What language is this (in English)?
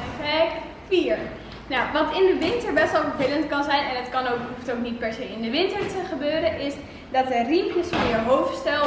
Dutch